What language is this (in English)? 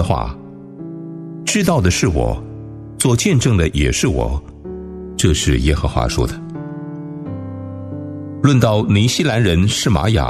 Chinese